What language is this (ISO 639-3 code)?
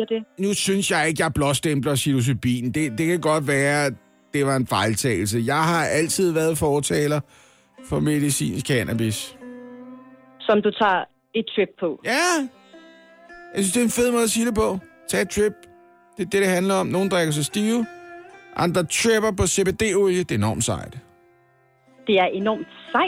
dan